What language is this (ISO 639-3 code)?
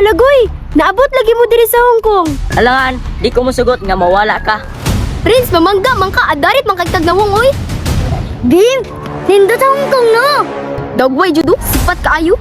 ceb